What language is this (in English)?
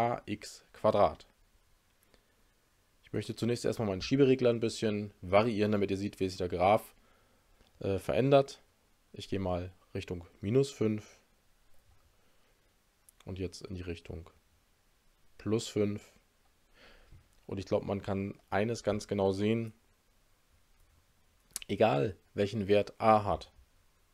German